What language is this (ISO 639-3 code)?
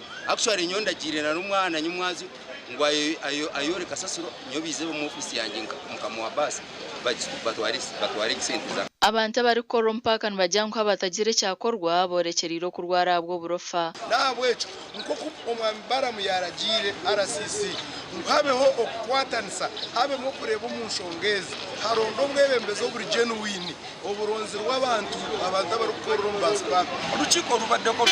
nyn